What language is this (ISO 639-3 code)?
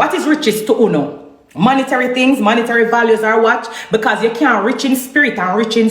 jam